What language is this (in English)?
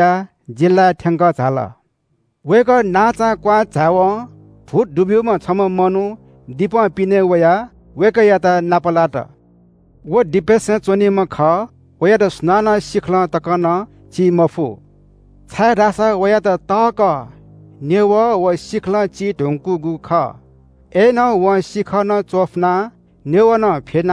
Newari